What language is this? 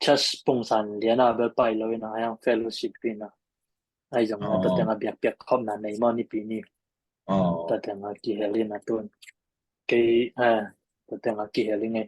Tedim Chin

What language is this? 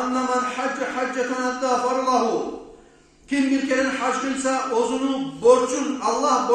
Kumyk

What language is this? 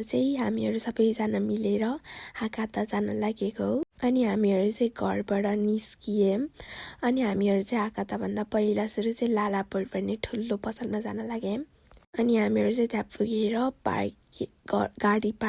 Nepali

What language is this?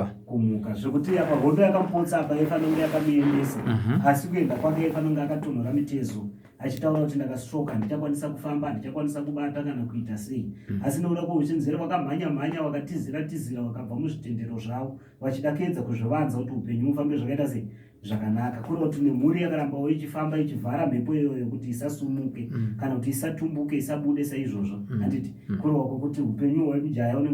Shona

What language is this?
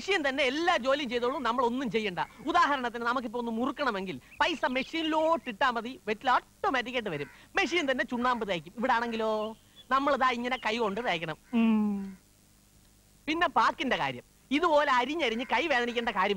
Malayalam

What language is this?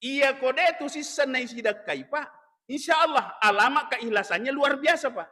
Buginese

